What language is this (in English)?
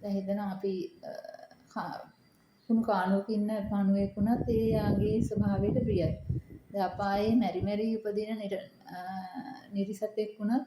Sinhala